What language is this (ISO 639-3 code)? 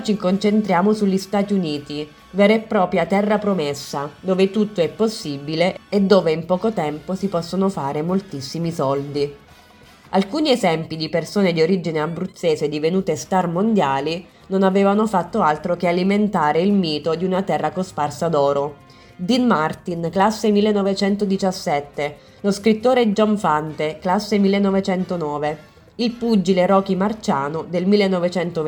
ita